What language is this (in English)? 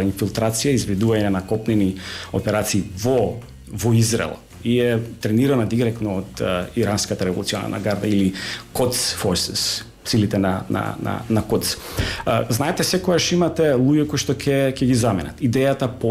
Macedonian